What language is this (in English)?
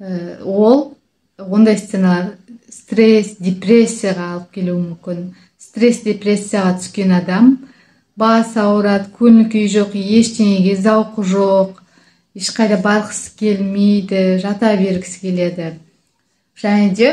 Kazakh